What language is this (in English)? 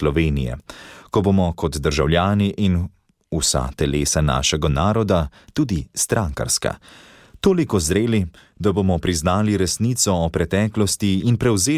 Slovenian